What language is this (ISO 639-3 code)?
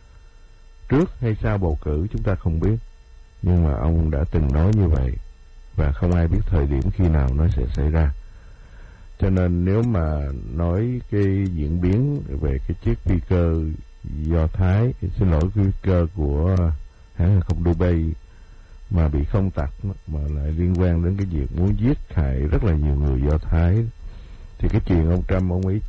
vie